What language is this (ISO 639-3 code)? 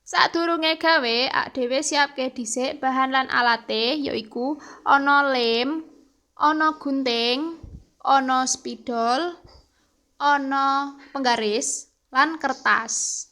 jav